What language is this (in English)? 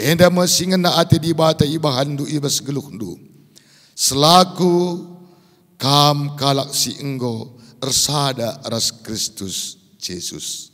Batak Karo